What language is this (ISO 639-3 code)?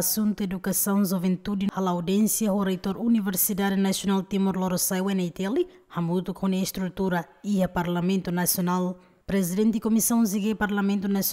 tet